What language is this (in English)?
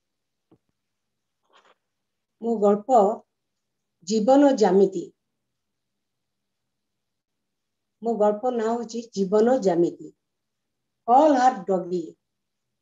Odia